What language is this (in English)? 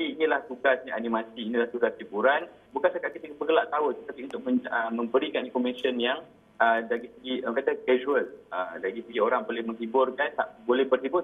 Malay